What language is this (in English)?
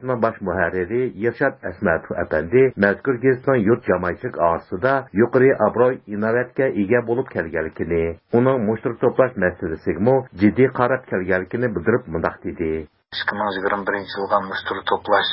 Uyghur